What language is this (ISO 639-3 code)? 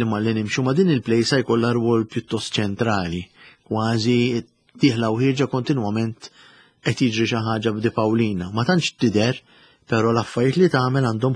mlt